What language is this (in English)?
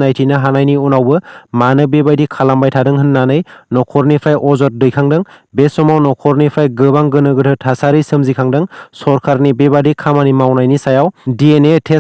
Bodo